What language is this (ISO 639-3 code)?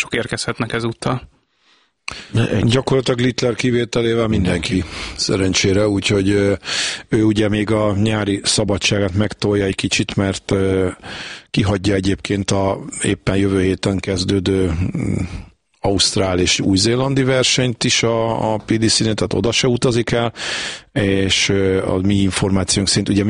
hun